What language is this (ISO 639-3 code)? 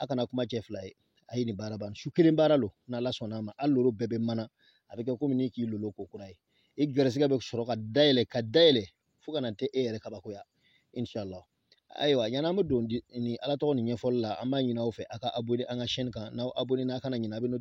bam